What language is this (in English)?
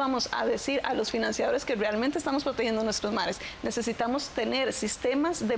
Spanish